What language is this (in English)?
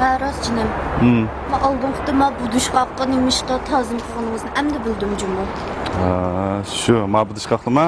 Uyghur